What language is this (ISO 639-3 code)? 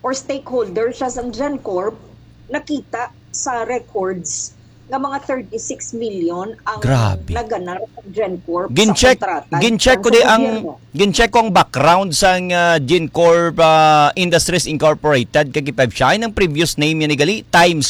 hil